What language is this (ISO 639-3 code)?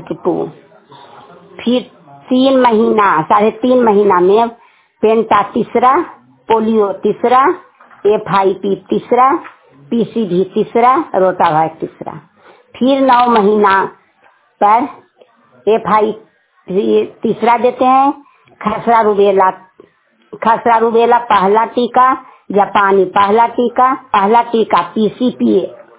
hin